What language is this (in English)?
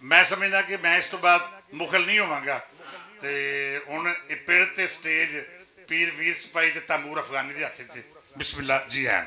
Western Panjabi